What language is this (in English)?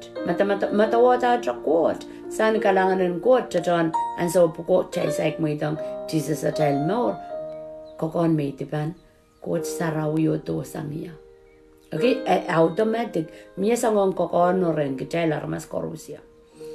Pohnpeian